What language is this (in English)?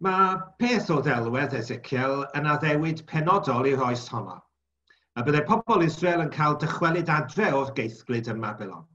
Welsh